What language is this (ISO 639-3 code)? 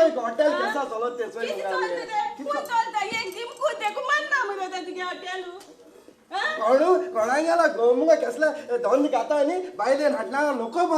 kok